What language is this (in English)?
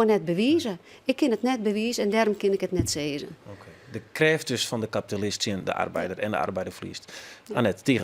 Western Frisian